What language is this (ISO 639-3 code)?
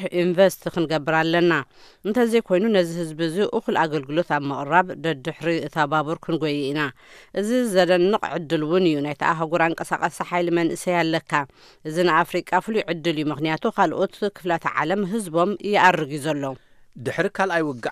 tir